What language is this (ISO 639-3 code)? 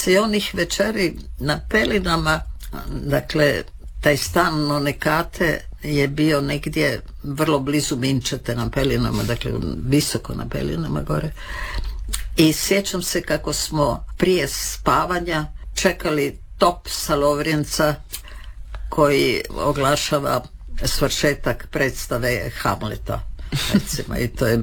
hrv